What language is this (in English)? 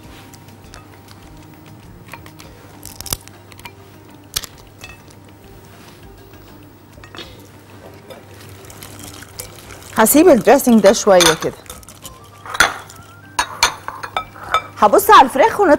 Egyptian Arabic